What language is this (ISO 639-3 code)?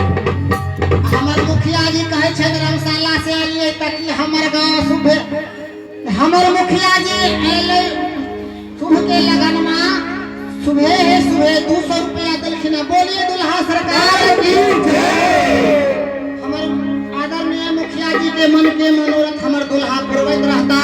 mai